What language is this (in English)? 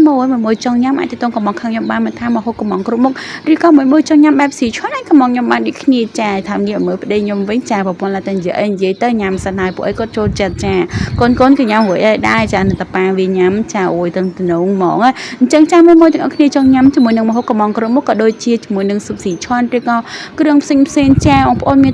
Khmer